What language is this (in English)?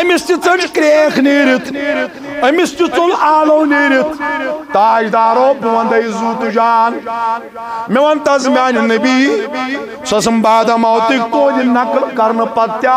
Kashmiri